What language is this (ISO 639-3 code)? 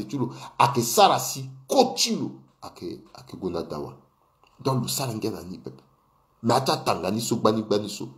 sag